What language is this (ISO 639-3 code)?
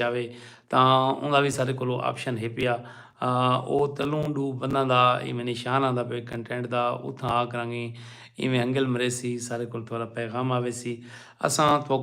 skr